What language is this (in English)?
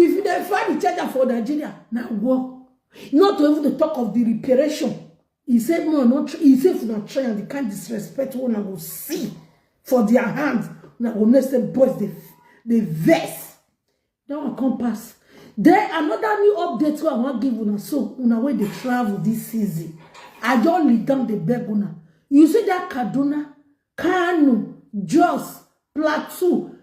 Nigerian Pidgin